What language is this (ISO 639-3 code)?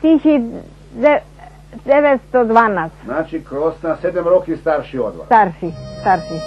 rue